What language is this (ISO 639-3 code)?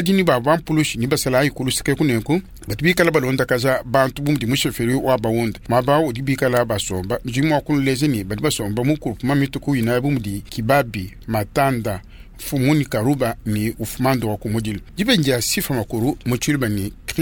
lua